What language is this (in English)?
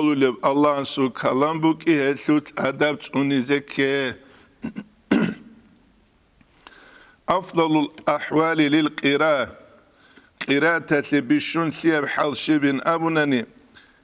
Avaric